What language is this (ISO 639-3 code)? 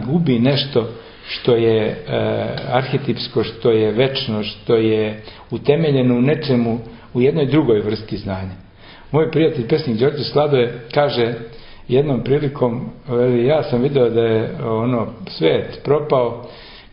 srp